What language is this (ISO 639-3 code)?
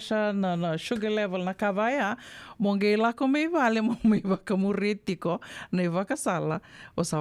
fij